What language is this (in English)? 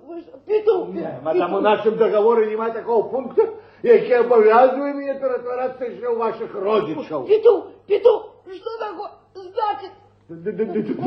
Belarusian